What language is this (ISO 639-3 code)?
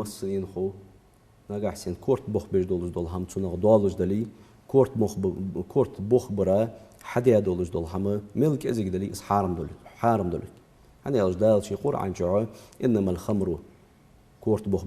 inh